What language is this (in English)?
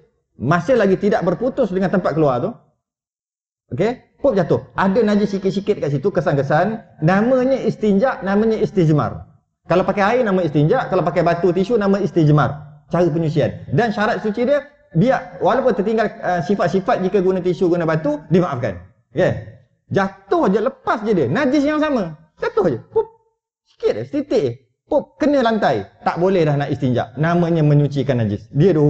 Malay